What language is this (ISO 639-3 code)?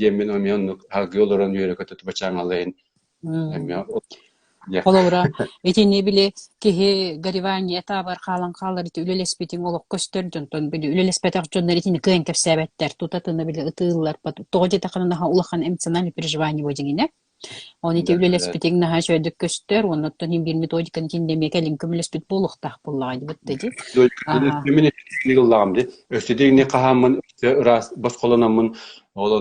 sah